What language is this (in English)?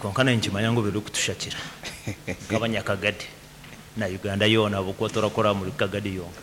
Nyankole